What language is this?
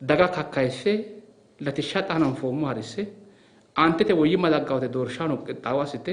Sidamo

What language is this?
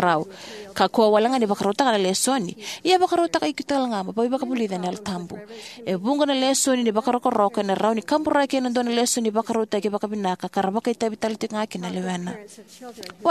Fijian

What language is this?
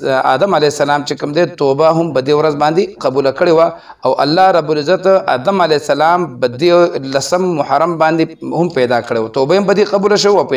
Pashto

